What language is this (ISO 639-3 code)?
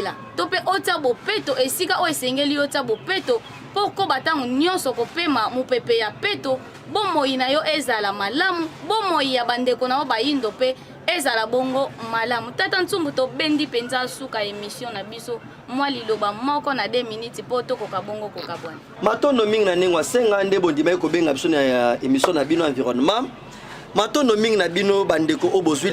lin